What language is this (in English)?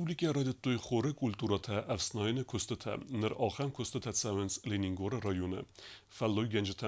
Ossetic